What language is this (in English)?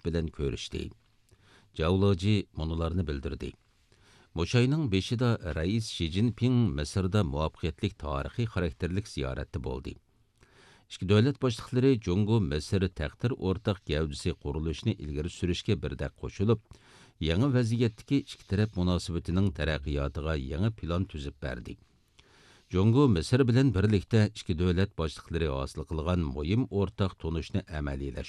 Uyghur